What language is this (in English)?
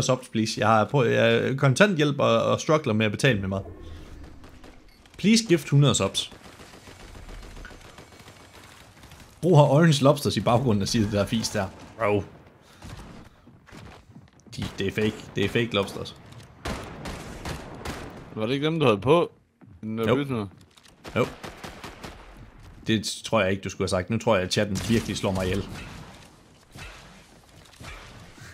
Danish